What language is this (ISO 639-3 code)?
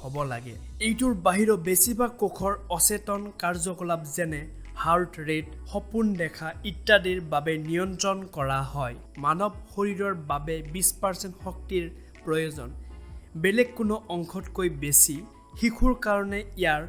asm